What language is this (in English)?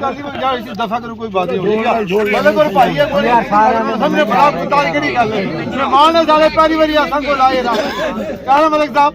Pahari-Potwari